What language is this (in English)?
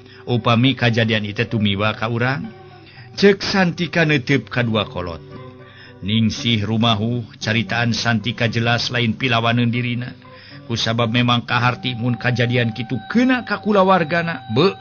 Sundanese